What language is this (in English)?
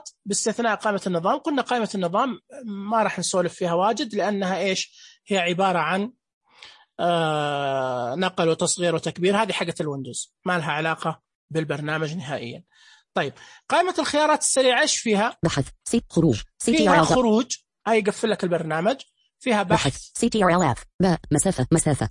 Najdi Arabic